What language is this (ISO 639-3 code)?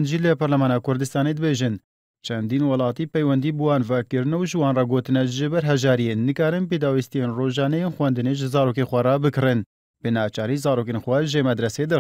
ckb